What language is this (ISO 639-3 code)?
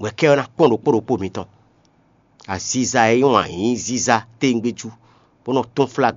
fon